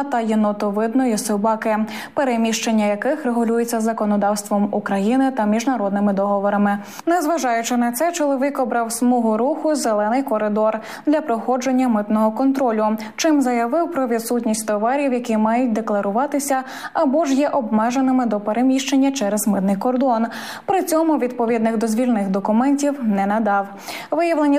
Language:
Ukrainian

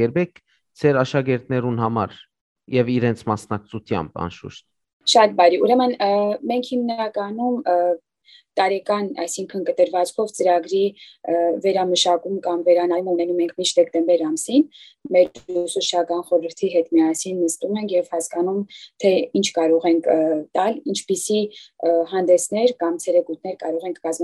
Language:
Western Armenian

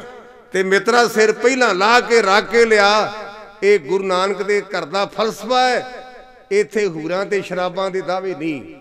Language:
Punjabi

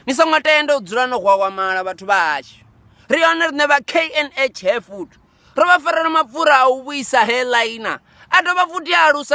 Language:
Venda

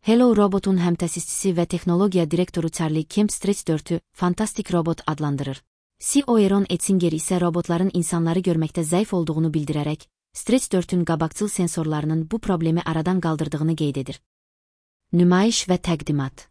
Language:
Azerbaijani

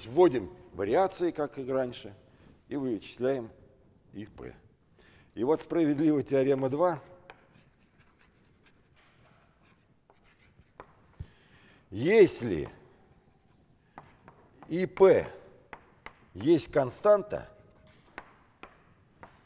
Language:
Russian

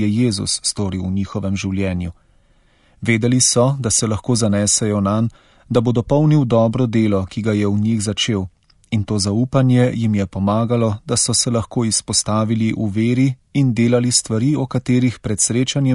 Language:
Slovenian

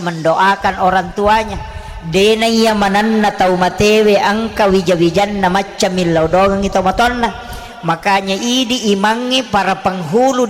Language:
Buginese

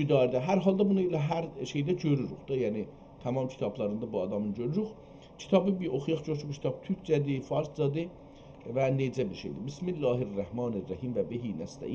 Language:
South Azerbaijani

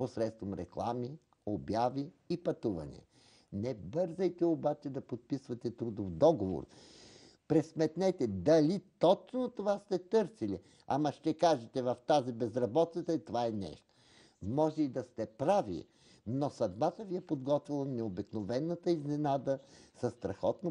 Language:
Bulgarian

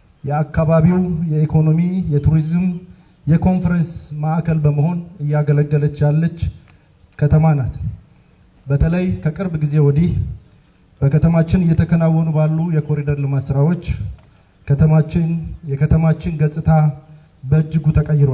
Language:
Amharic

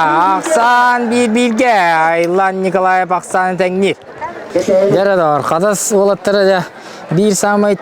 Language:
Yakut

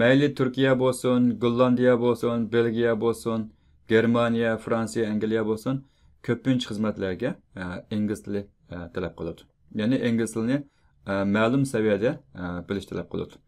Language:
Uyghur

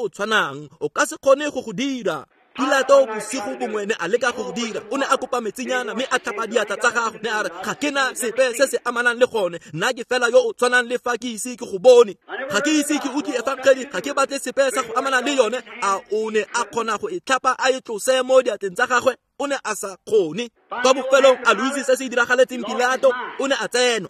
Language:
Tswana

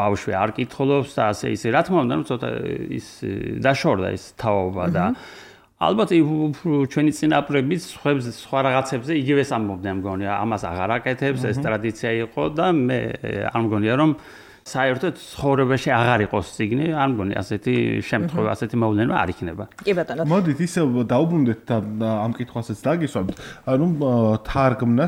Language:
Georgian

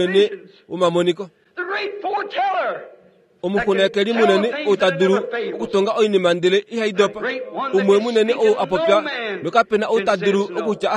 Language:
Kuanyama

